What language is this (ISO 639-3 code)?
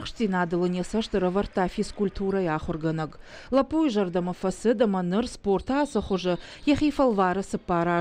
oss